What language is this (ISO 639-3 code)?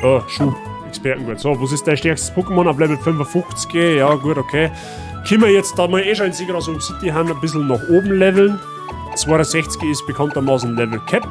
bar